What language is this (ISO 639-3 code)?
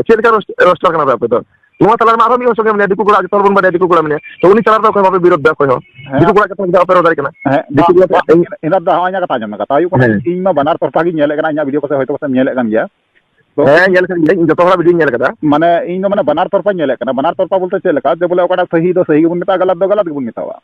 sat